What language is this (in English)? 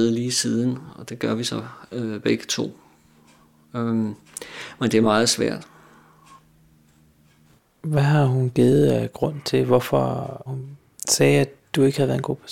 Danish